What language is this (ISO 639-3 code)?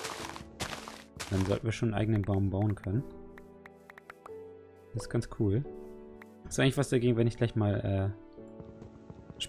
deu